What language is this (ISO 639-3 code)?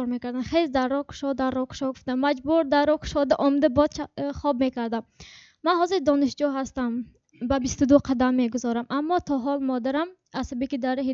tgk